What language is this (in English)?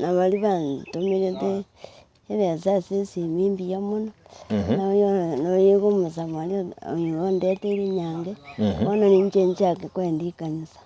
Gusii